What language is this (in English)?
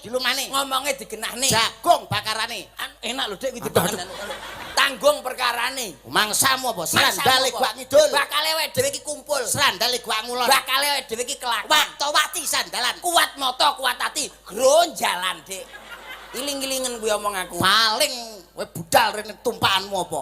Javanese